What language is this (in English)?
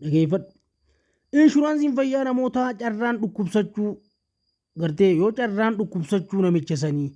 Oromo